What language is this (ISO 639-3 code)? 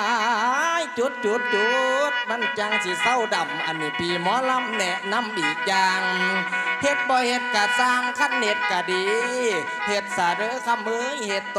tha